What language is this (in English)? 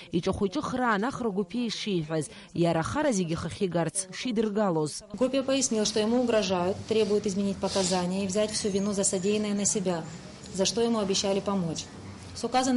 Abkhazian